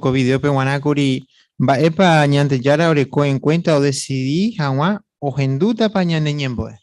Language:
Guarani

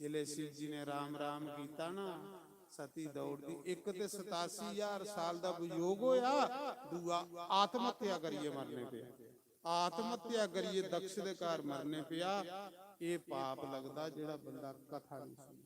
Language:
Dogri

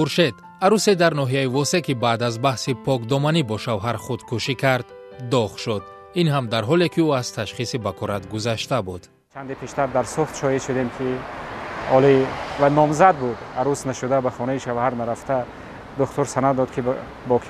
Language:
Tajik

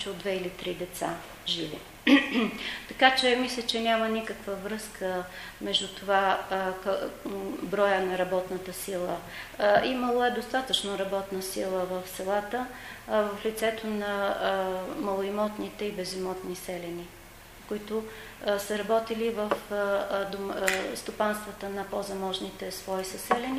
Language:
Bulgarian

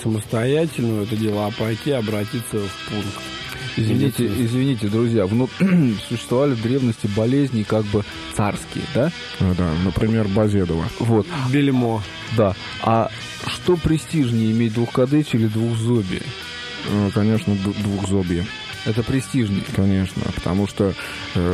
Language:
Russian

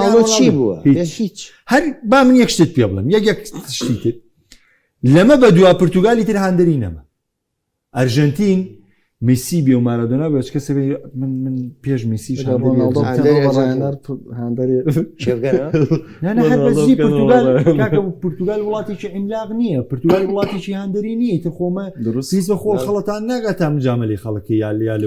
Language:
Central Kurdish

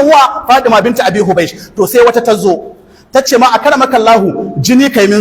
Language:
Hausa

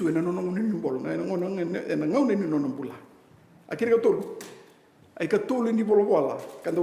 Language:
Fijian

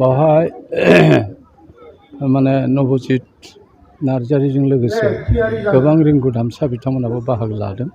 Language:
Bodo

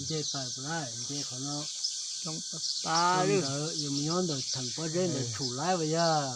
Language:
Hmong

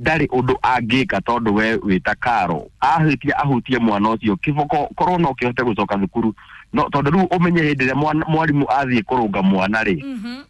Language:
Kikuyu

